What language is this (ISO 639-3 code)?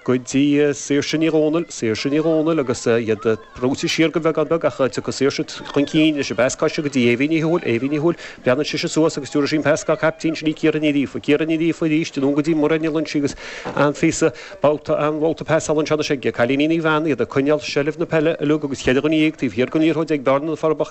gle